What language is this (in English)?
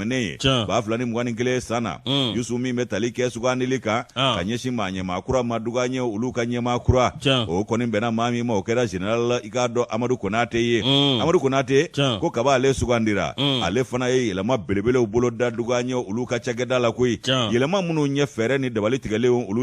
Bambara